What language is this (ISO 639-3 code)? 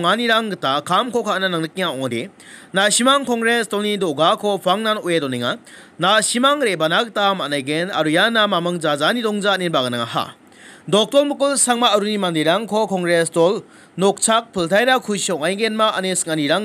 grt